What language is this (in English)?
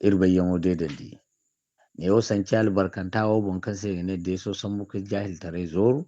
Zarma